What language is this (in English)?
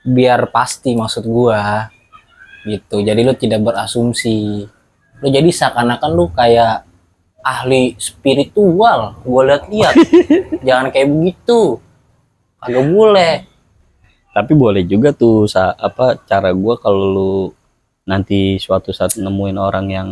Betawi